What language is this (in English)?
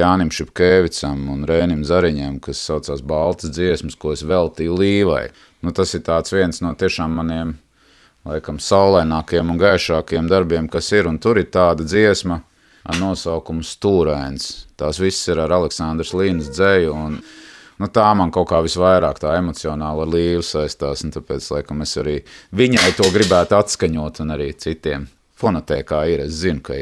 Latvian